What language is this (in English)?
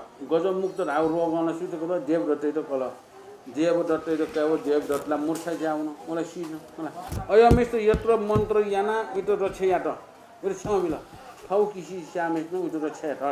Newari